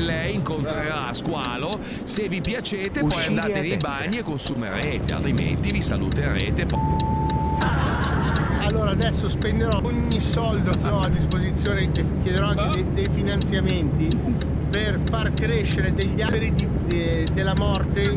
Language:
Italian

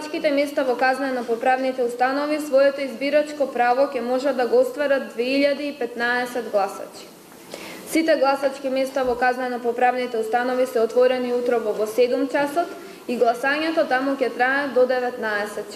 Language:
Macedonian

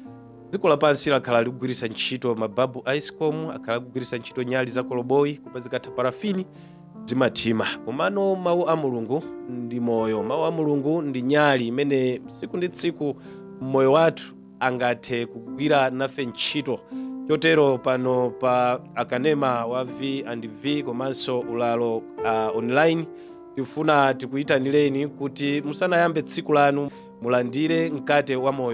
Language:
Nyanja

